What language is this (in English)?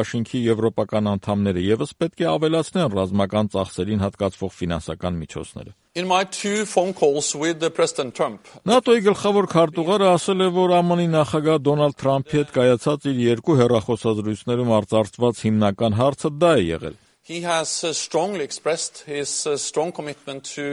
Armenian